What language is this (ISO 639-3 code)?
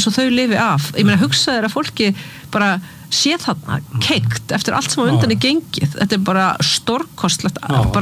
isl